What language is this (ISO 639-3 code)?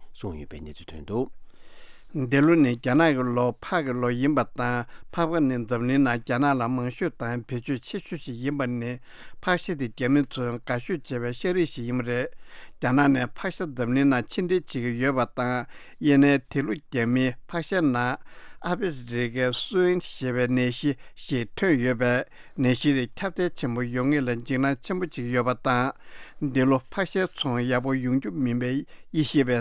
bod